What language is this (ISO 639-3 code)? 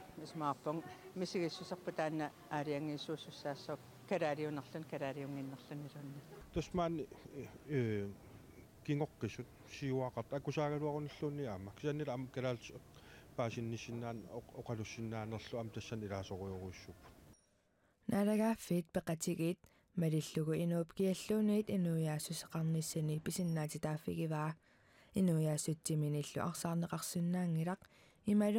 kal